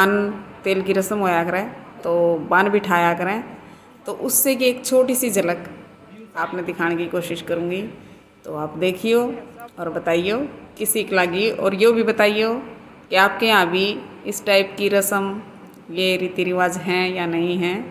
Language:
Haryanvi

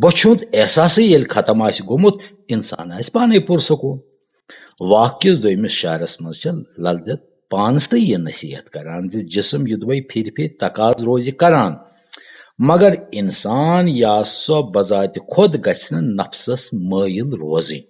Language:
Kashmiri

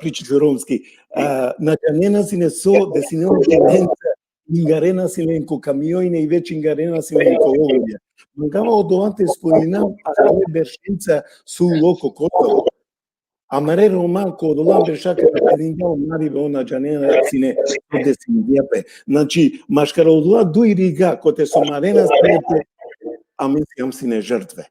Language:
Balkan Romani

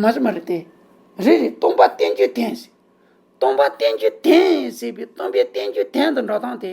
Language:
Tibetan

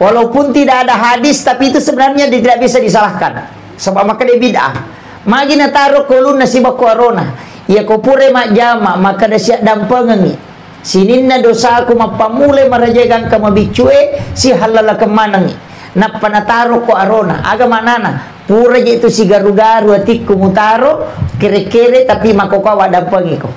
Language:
Buginese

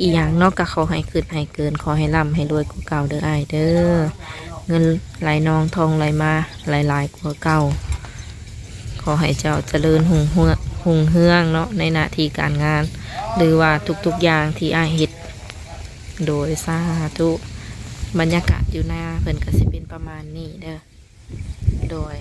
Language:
Lao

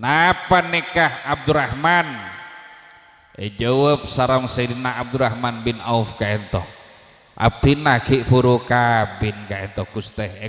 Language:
Madurese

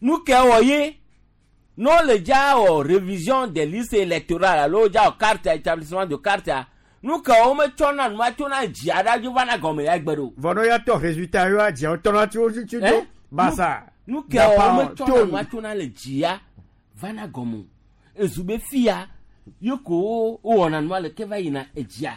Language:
Gen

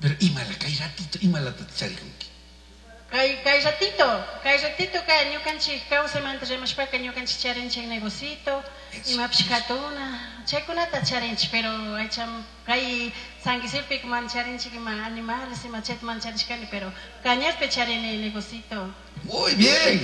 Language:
Chimborazo Highland Quichua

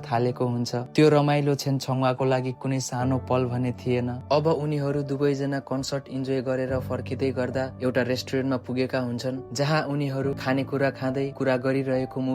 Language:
Nepali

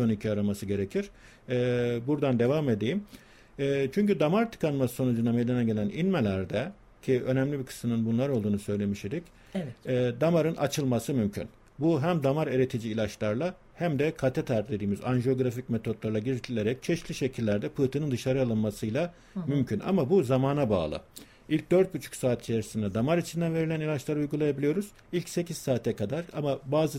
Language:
Turkish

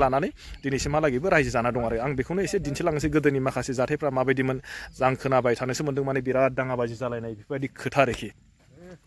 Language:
Bodo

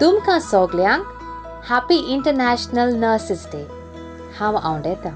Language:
Konkani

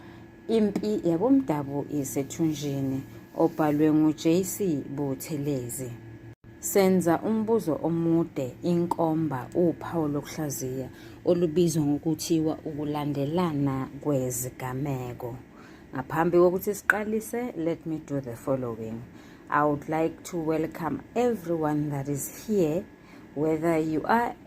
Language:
Zulu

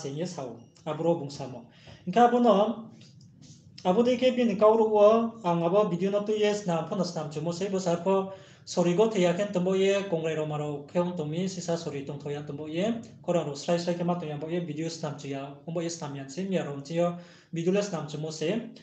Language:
Riang (India)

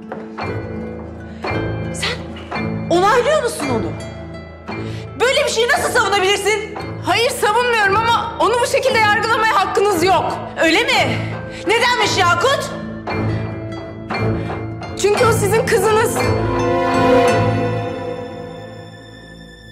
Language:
Turkish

